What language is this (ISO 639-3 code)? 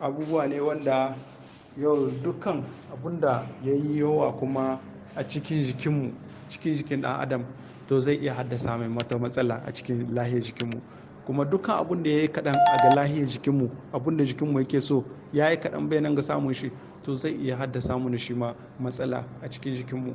hau